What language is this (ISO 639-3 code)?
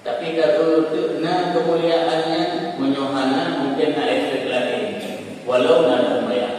ace